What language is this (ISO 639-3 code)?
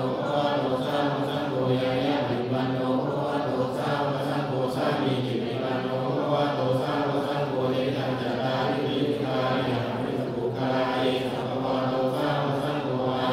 pli